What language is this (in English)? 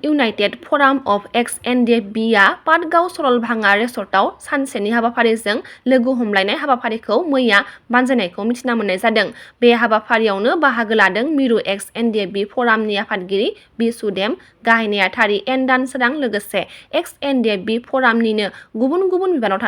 Bodo